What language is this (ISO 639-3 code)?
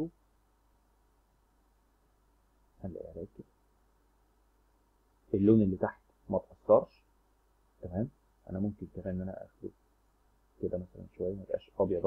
arz